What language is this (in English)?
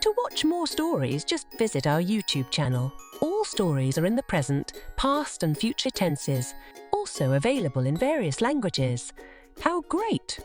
Tswana